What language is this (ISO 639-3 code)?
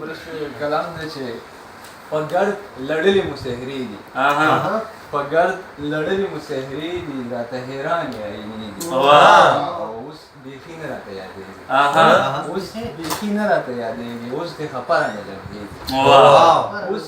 pus